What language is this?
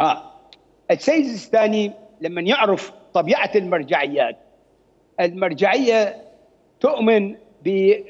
Mesopotamian Arabic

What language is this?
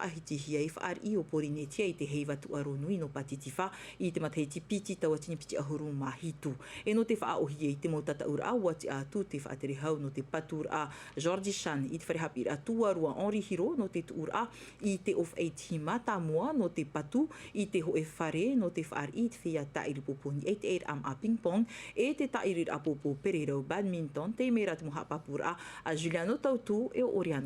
Tahitian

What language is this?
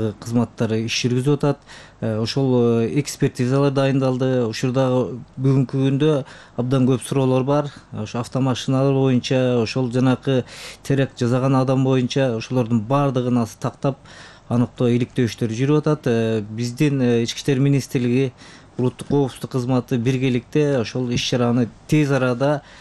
Kyrgyz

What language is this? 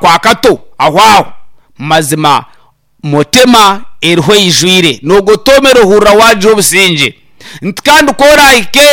Nyankole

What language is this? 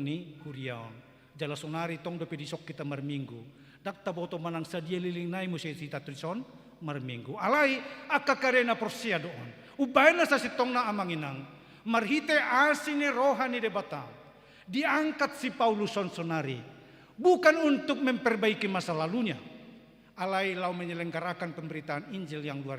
Batak Toba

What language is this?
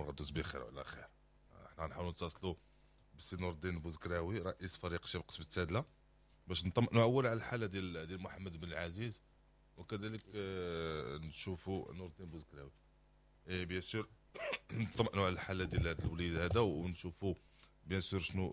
Moroccan Arabic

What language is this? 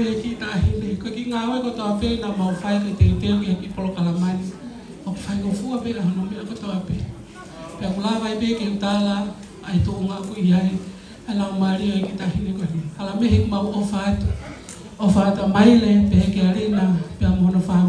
Tongan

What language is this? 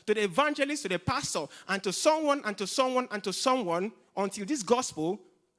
English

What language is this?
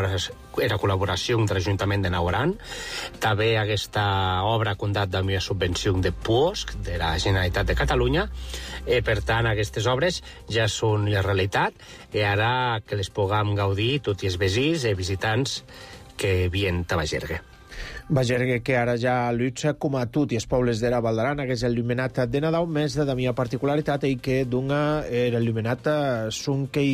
Catalan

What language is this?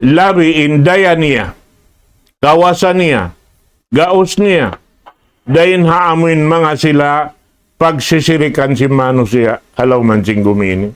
Tausug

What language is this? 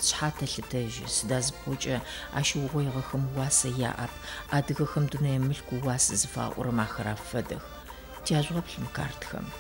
Adyghe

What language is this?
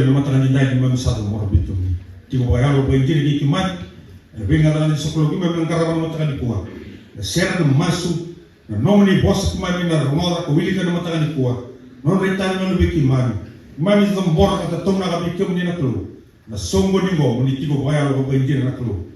Fijian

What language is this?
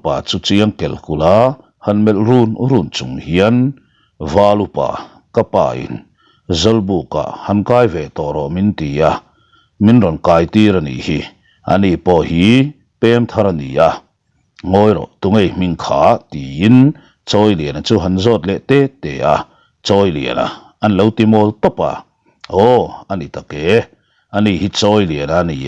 Mizo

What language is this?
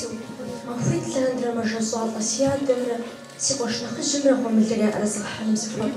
Kabardian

